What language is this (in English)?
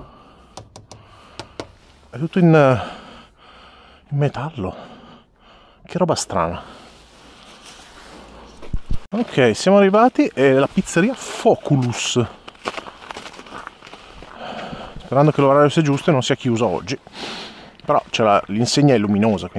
Italian